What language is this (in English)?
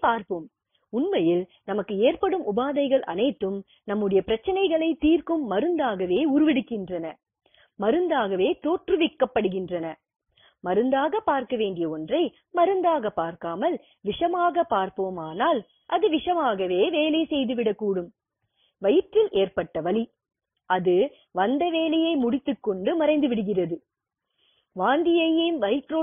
Tamil